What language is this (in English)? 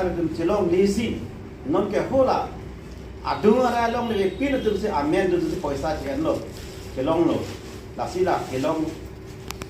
Karbi